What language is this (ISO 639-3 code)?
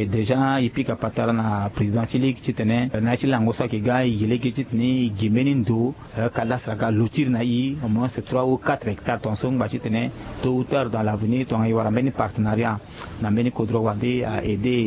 sag